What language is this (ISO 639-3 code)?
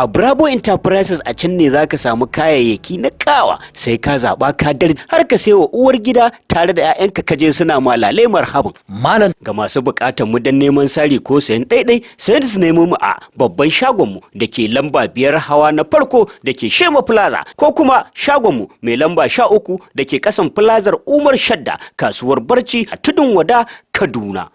hau